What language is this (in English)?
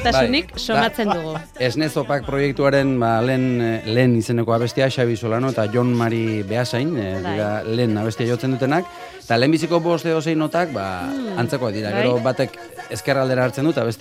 Basque